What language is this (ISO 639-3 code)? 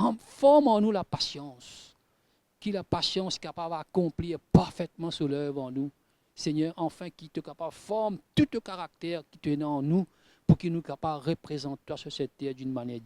mfe